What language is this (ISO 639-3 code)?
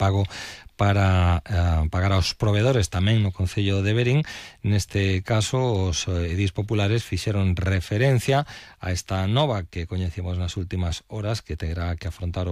glg